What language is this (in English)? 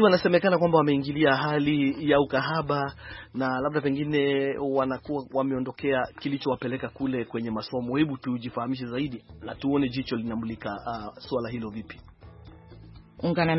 Swahili